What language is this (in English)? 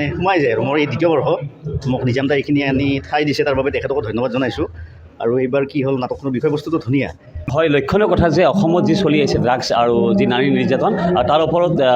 Assamese